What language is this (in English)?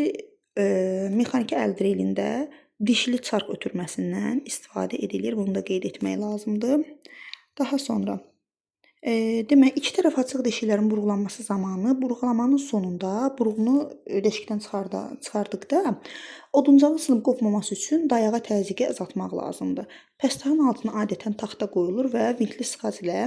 Azerbaijani